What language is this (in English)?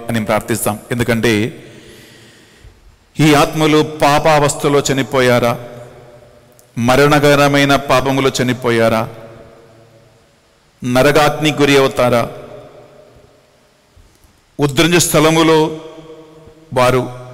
Telugu